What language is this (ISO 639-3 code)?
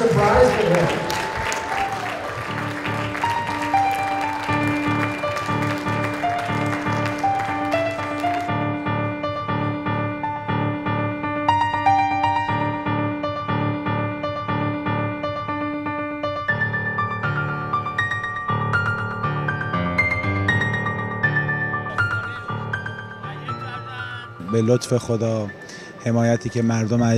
fas